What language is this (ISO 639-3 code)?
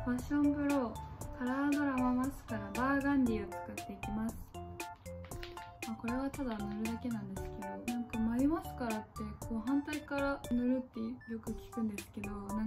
jpn